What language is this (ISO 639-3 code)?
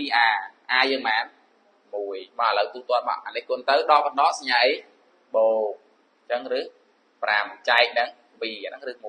khm